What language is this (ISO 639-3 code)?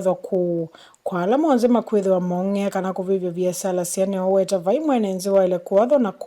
kam